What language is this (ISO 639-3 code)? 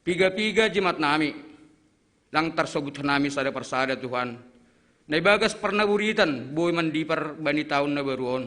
bts